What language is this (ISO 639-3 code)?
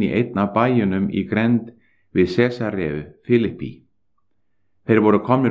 isl